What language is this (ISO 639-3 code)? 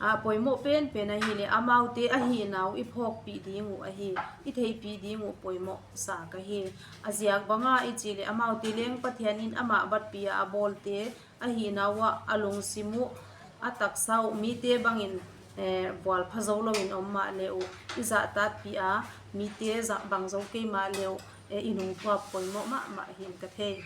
pck